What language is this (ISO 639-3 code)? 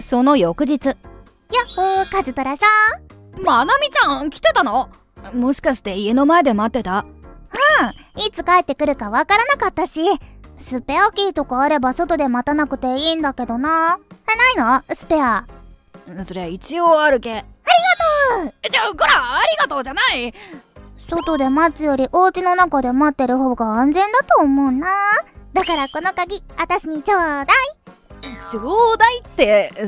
jpn